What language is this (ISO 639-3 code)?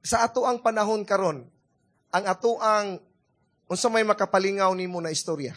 ceb